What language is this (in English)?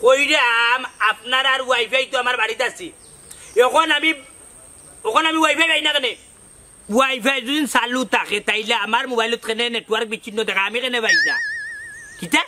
Sylheti